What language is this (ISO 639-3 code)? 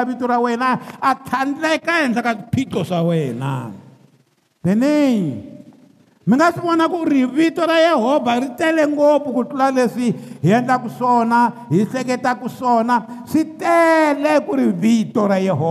tso